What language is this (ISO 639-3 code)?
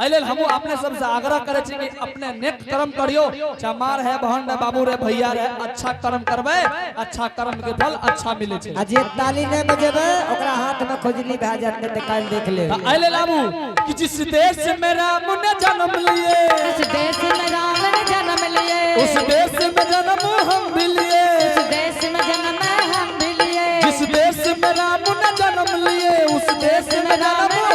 anp